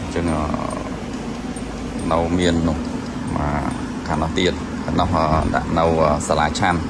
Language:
Khmer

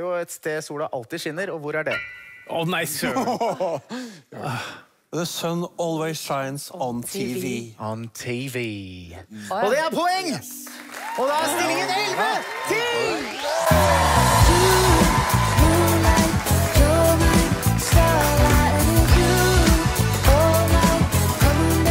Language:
Norwegian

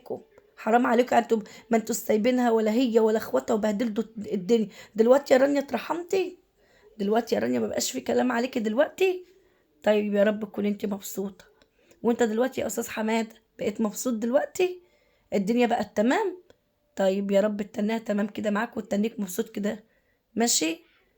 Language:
Egyptian Arabic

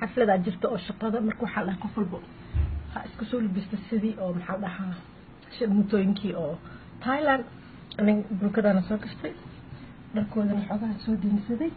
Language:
Somali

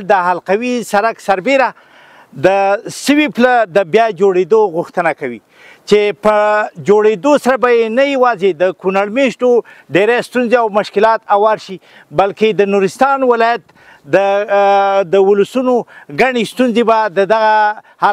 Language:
Pashto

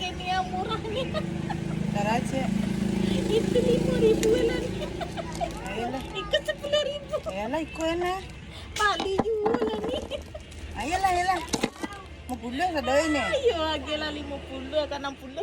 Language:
Minangkabau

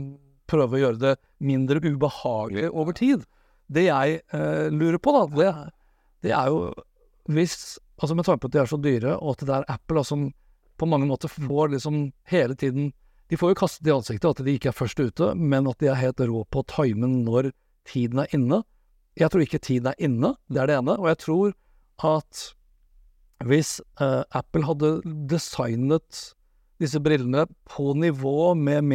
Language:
Norwegian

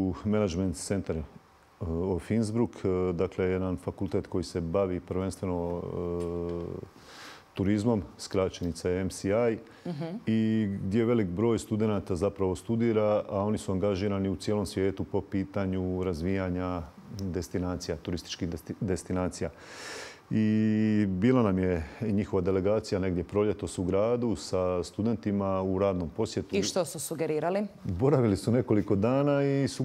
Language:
Croatian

